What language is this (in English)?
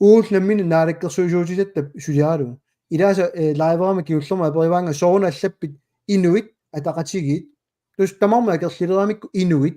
Kalaallisut